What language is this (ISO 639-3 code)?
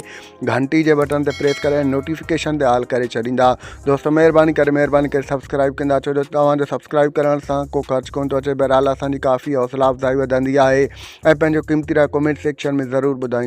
snd